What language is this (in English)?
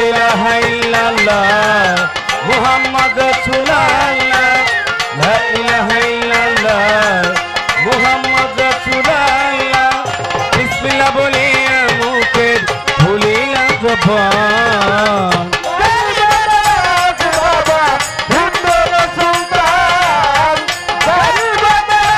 Bangla